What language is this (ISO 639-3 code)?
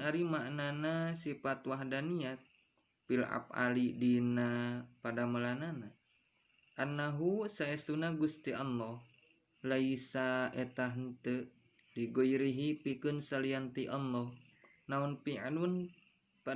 sun